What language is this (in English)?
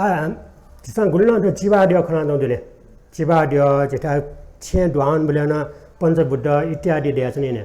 Newari